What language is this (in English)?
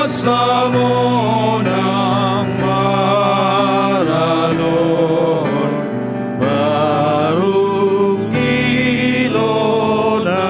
Batak Toba